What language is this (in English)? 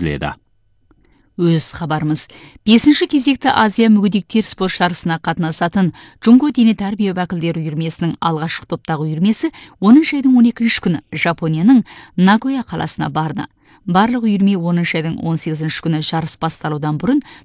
Kazakh